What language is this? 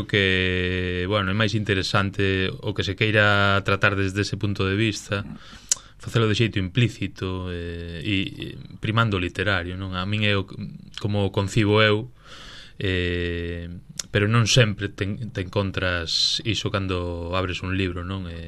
Galician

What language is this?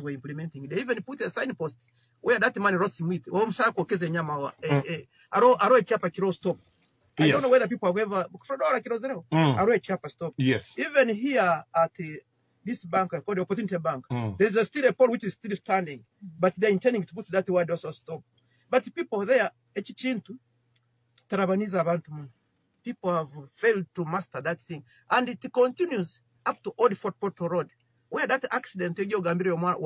Nyoro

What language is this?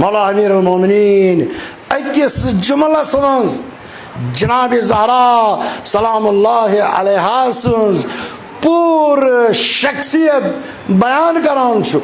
Kashmiri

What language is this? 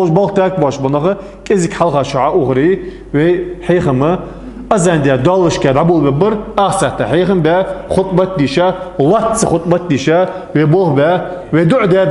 Ingush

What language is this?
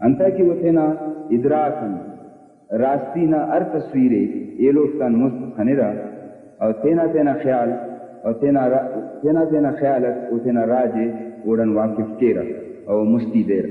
Brahui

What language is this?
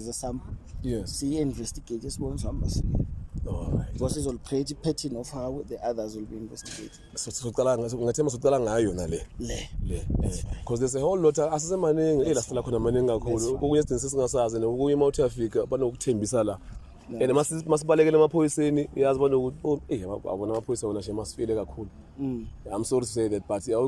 Zulu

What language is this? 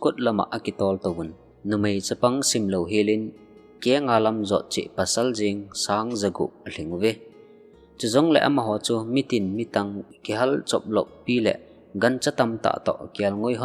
Thado Chin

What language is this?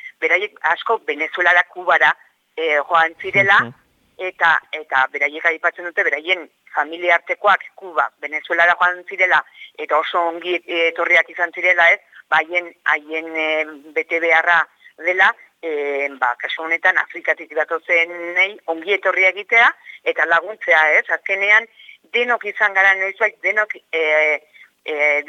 Basque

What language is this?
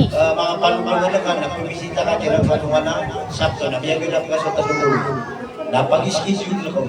Maranao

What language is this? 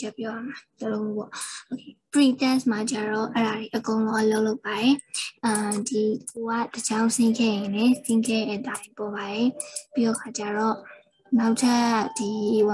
Burmese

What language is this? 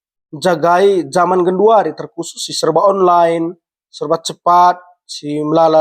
Batak Karo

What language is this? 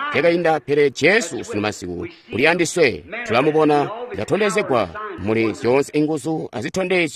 Tonga (Zambia)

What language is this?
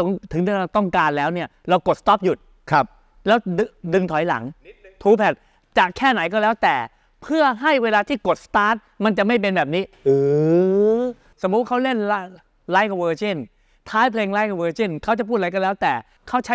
Thai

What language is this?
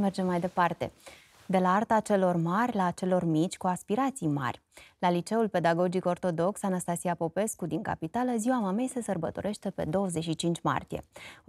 Romanian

